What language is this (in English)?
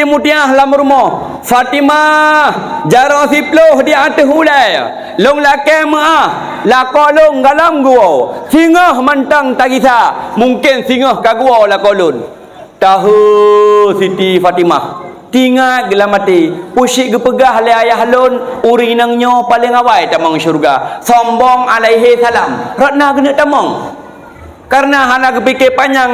Achinese